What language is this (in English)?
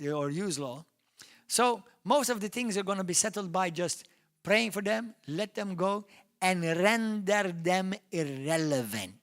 English